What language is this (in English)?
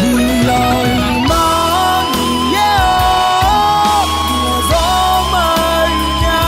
Akha